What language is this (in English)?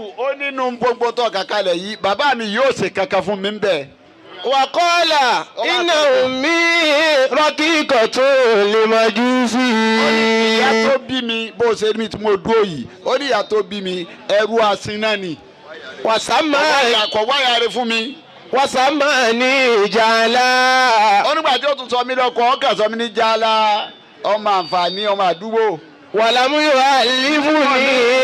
Yoruba